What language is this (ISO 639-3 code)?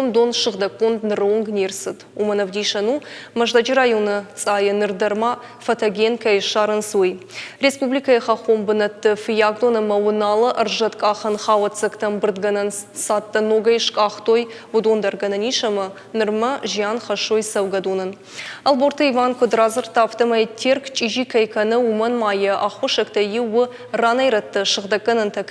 oss